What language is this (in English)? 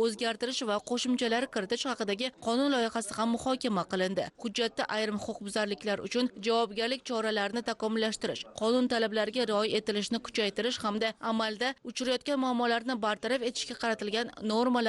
Uzbek